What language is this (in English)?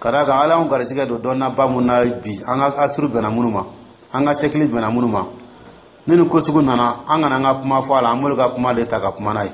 Dyula